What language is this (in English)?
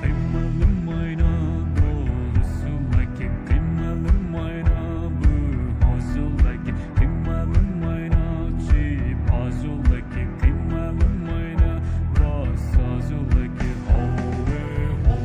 Poumei Naga